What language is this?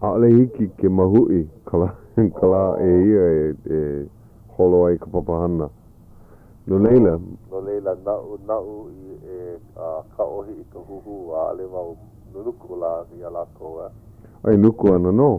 Hawaiian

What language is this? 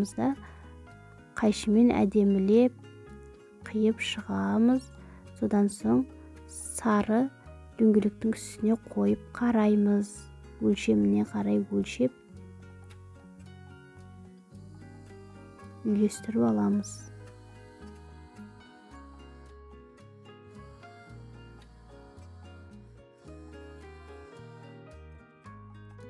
Kazakh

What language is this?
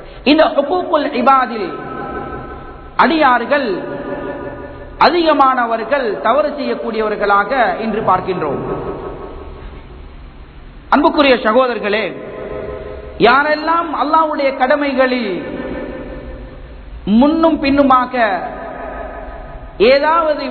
Tamil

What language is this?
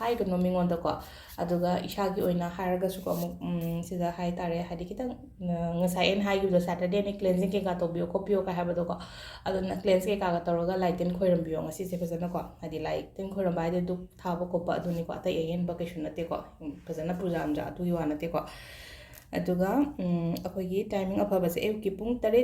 Manipuri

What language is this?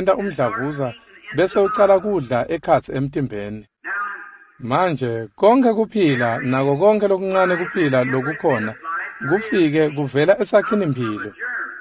Swati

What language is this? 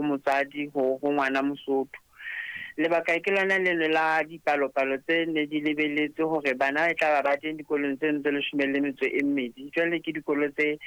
Southern Sotho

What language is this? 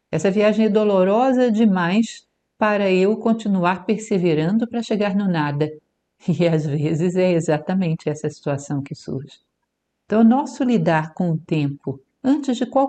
Portuguese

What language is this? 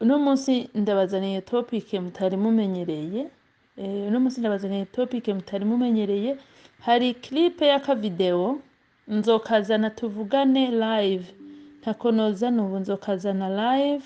Rundi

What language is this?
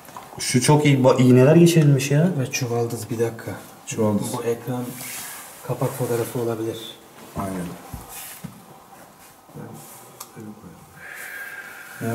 Turkish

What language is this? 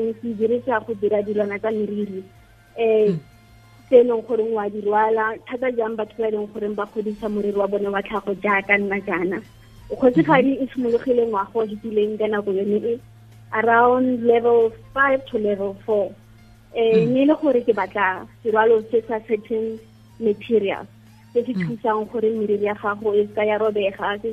Tswana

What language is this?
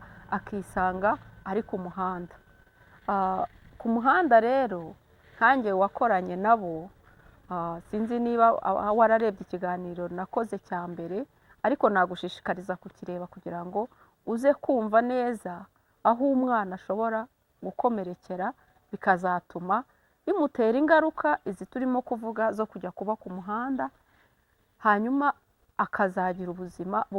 Kinyarwanda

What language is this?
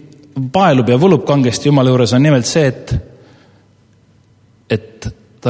Estonian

